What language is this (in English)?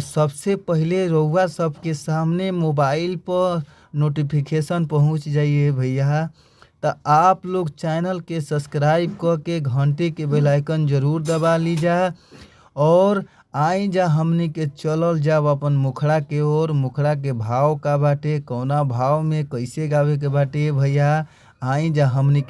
Bhojpuri